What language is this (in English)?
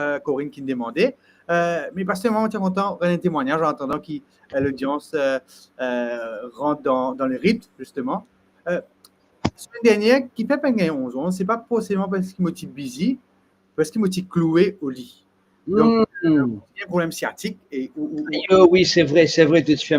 Morisyen